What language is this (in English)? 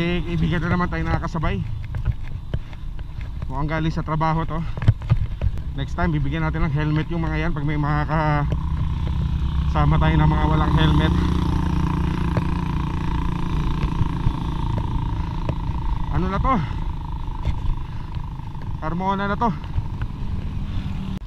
Filipino